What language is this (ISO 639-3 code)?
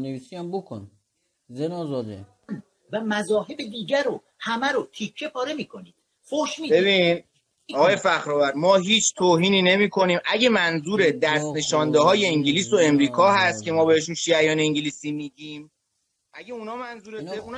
fas